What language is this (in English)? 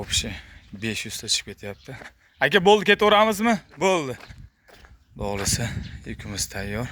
Uzbek